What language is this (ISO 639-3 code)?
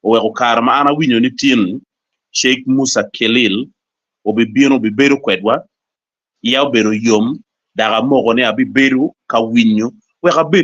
ach